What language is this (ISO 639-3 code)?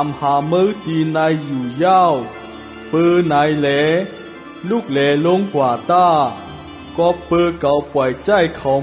shn